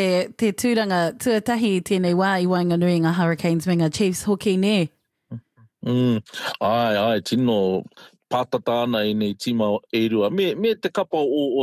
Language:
Māori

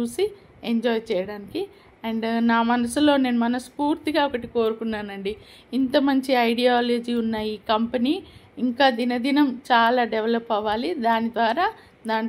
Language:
Telugu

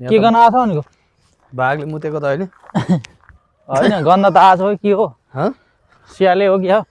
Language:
Nepali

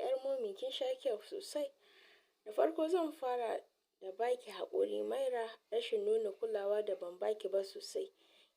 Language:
Hausa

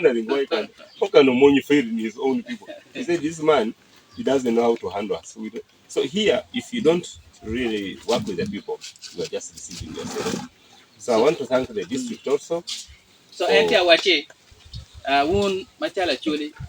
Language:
Acoli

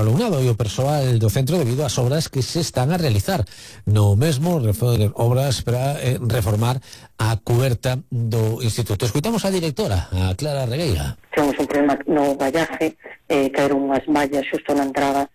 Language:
Galician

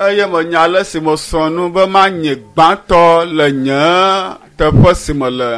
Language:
Ewe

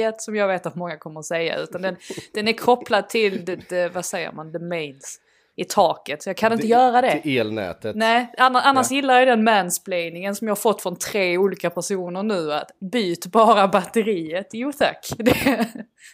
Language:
Swedish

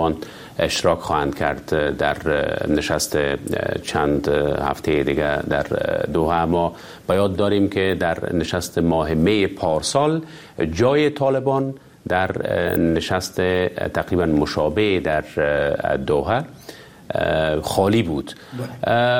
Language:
Persian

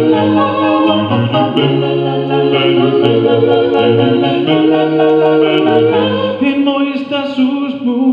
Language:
Basque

